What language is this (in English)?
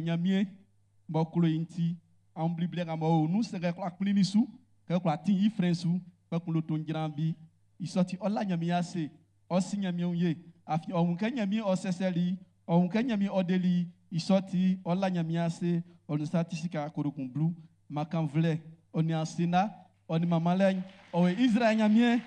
Baoulé